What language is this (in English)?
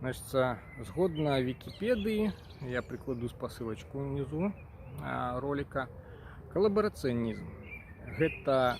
Belarusian